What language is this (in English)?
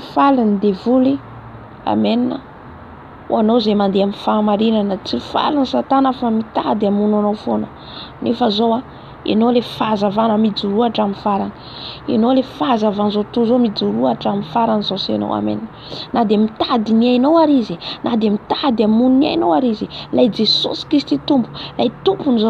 Malagasy